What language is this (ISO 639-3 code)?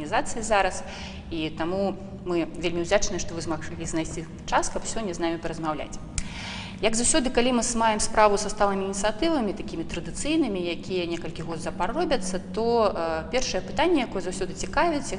bel